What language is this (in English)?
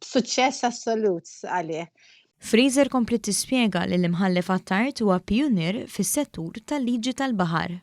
Maltese